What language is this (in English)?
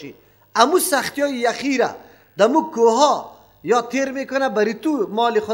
Persian